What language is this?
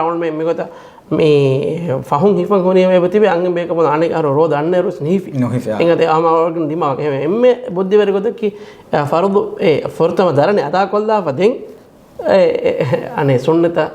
Divehi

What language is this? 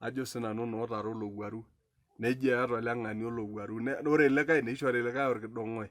Masai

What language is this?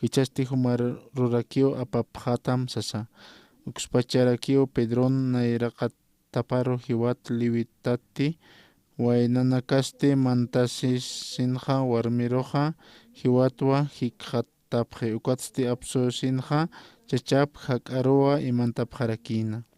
Aymara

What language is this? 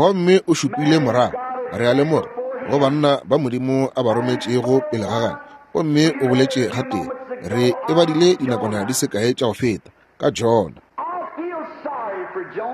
Northern Sotho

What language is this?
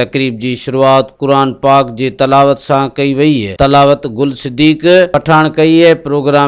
Sindhi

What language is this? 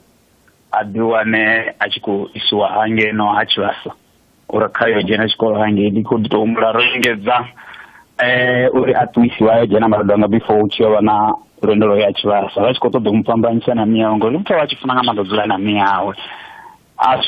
Venda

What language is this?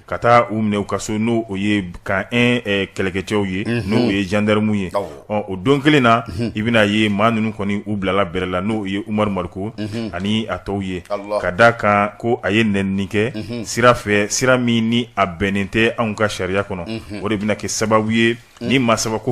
Bambara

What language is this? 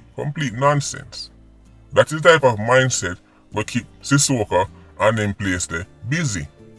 Jamaican Creole English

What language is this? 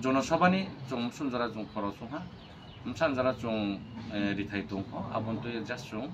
Kok Borok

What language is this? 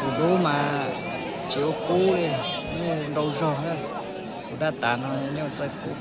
Hmong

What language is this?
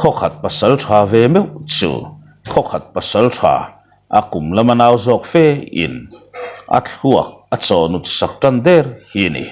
Mizo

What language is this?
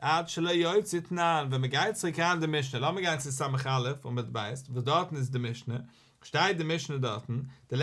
Yiddish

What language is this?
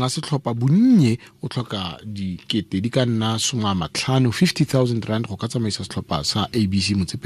Tswana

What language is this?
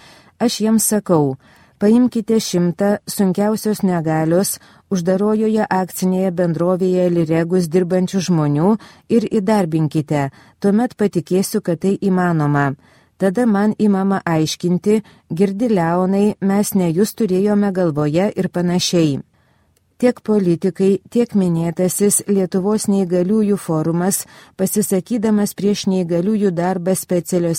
Lithuanian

